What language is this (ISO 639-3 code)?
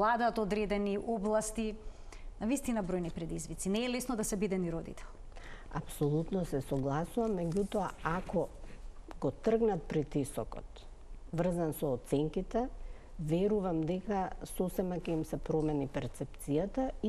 mkd